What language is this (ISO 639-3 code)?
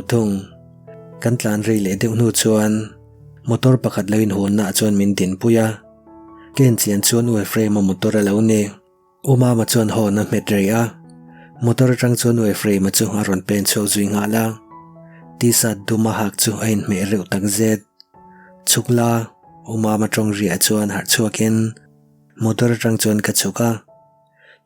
lus